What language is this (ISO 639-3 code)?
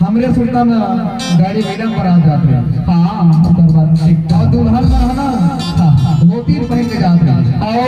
hne